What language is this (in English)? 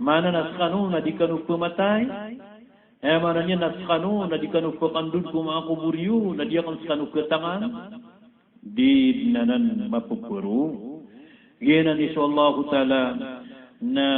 Maranao